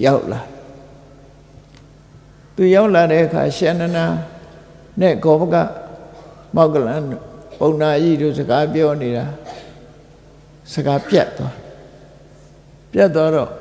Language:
Burmese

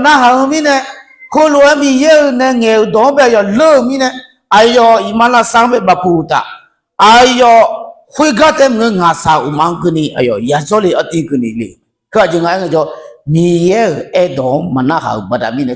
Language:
Akha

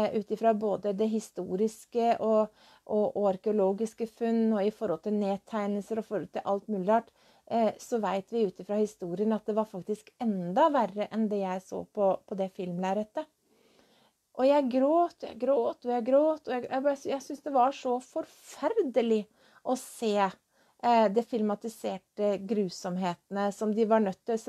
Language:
Norwegian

